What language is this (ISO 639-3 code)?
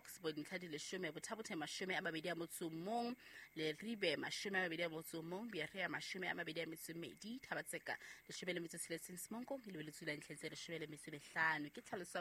sot